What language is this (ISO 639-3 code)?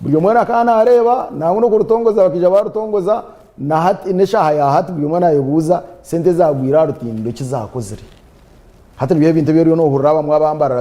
nyn